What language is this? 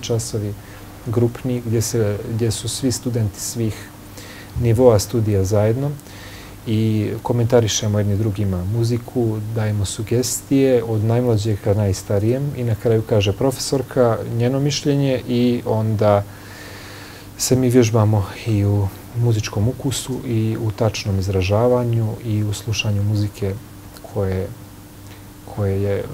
Bosnian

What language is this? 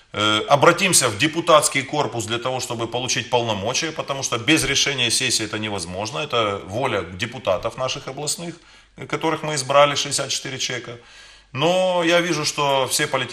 Russian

